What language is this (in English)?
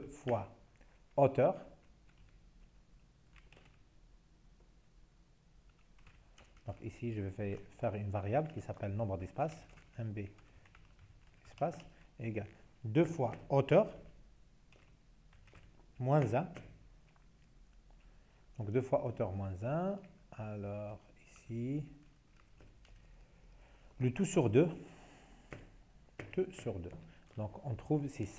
French